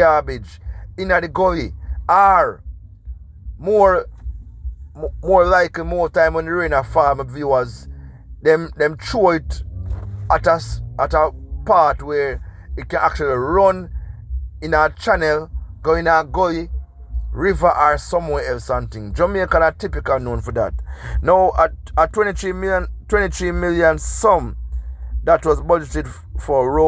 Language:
Jamaican Creole English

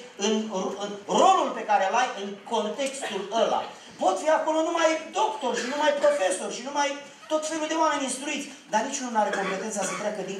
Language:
Romanian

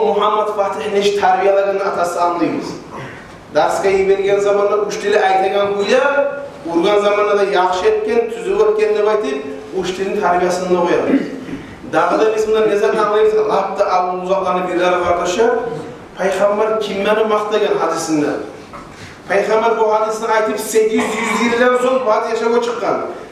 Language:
Kumyk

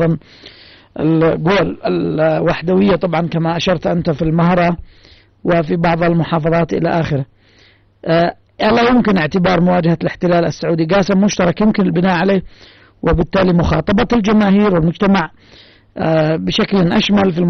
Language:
Arabic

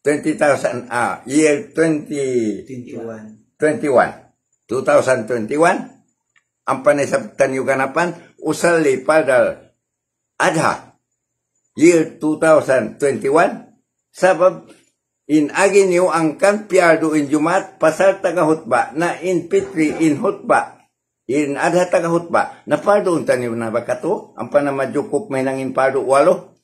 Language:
Tausug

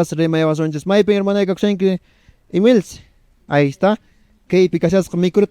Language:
Quechua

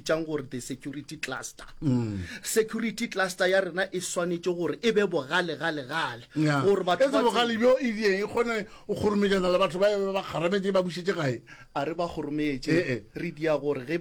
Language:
Northern Sotho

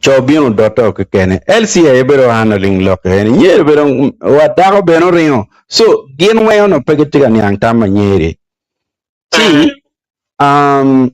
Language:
Acoli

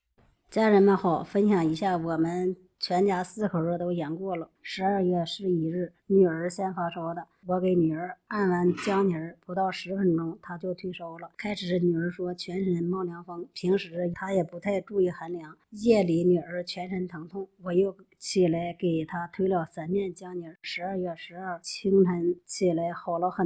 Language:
Chinese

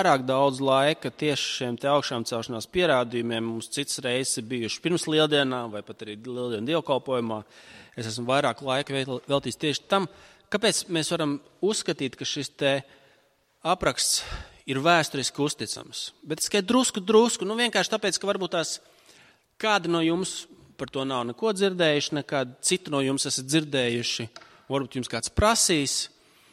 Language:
Latvian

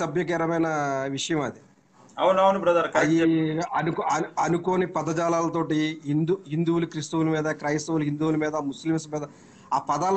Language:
Telugu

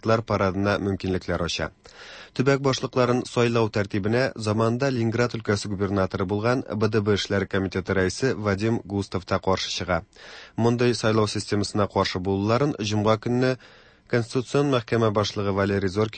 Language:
Tatar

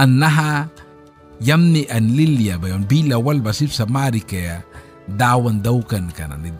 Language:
Mískito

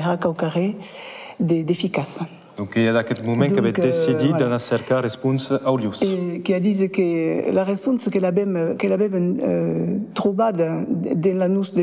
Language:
Occitan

